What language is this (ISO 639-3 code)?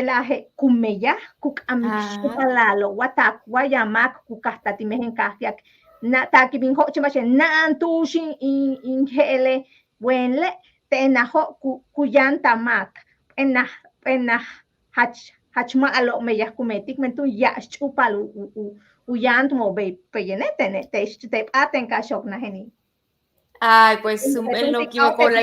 yua